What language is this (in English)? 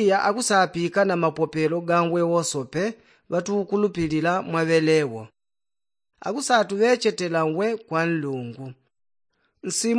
Yao